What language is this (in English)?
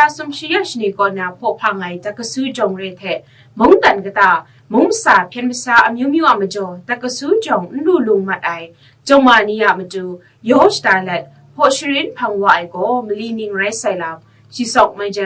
Kachin